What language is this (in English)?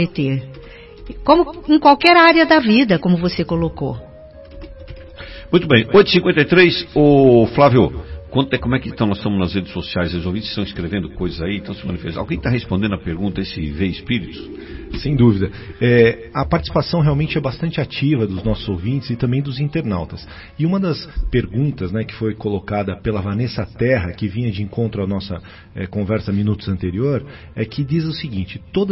Portuguese